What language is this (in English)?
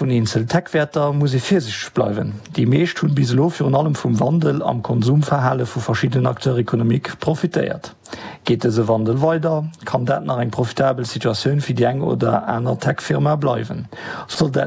Luxembourgish